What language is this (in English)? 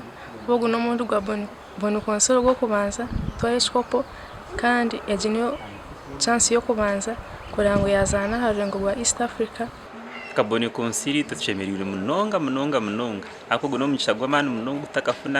Nyankole